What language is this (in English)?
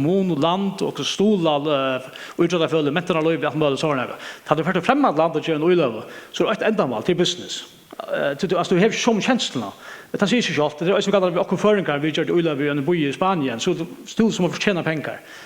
Faroese